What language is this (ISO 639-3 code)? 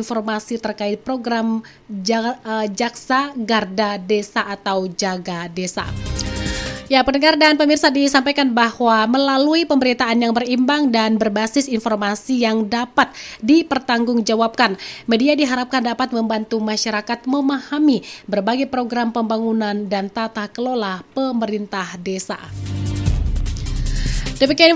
ind